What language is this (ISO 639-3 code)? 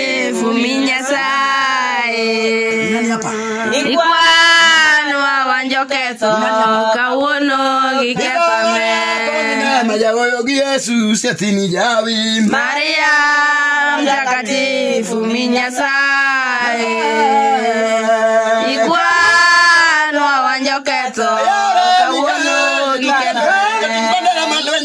luo